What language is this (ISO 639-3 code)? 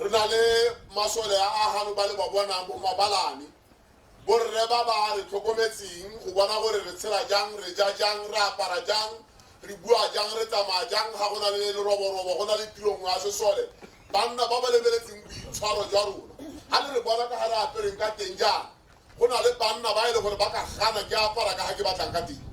tsn